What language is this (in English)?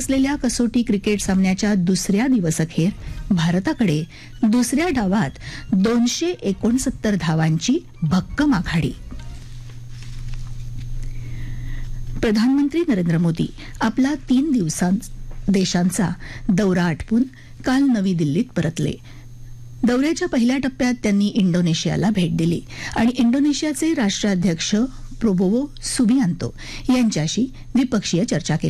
Marathi